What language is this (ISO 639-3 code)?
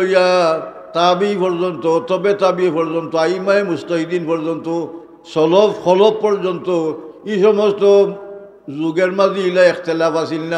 syl